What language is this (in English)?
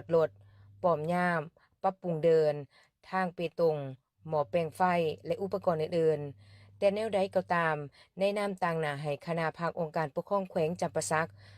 Lao